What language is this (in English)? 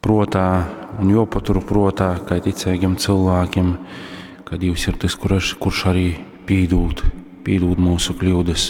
Latgalian